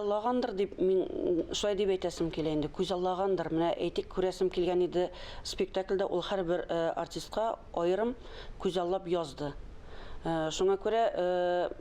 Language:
Tatar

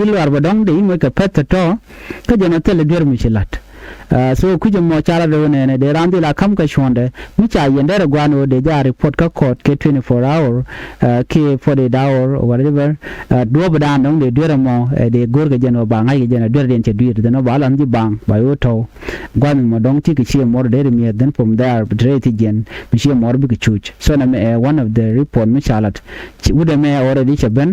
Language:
Nuer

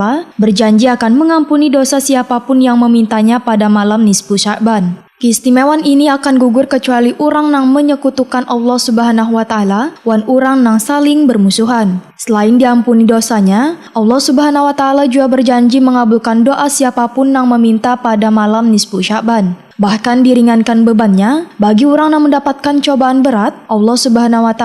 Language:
Banjar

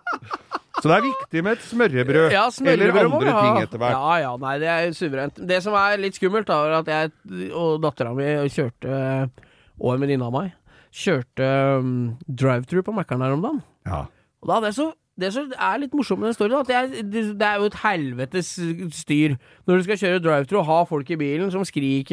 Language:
Norwegian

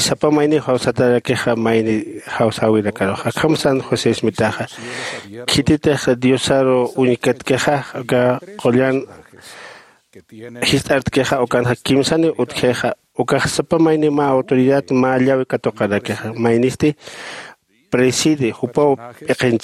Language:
Aymara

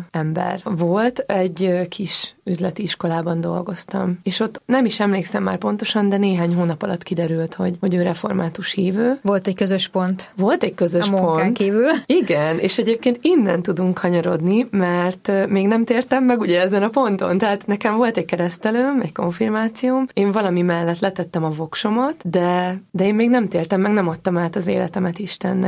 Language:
Hungarian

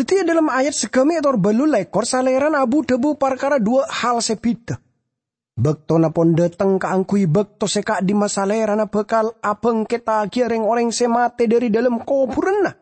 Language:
Madurese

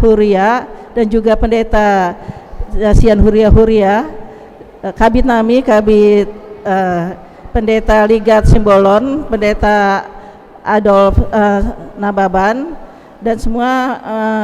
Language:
Batak Toba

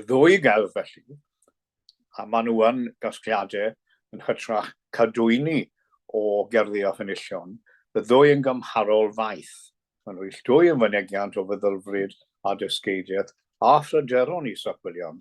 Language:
Welsh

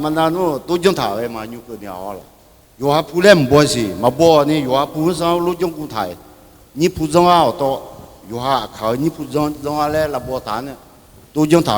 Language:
Akha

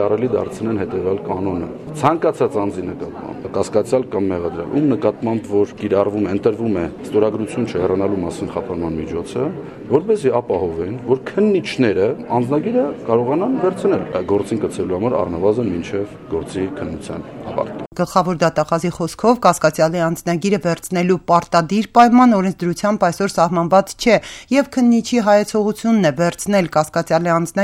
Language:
Armenian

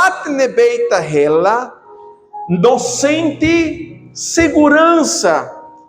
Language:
Tetum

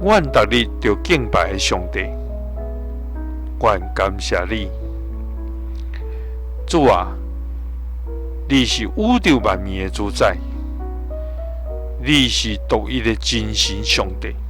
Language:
Min Nan Chinese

